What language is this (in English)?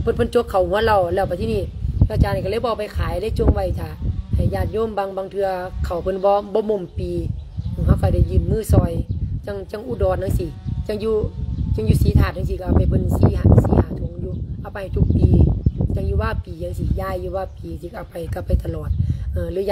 Lao